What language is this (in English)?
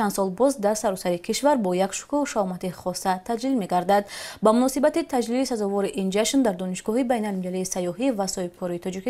Tajik